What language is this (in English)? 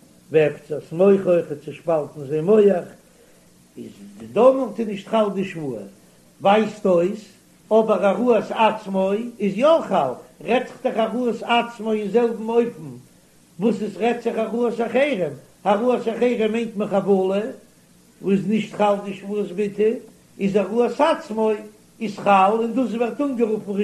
Yiddish